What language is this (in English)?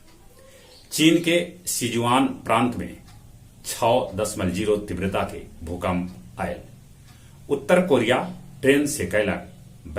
Magahi